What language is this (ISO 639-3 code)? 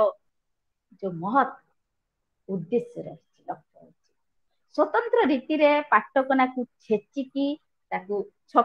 ori